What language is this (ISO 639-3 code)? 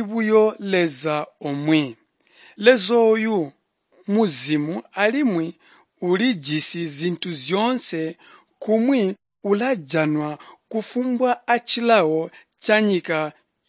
toi